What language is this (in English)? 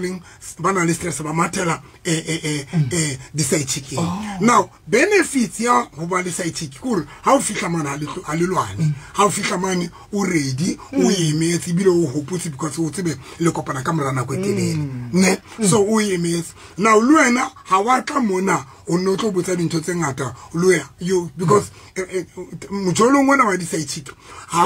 Southern Sotho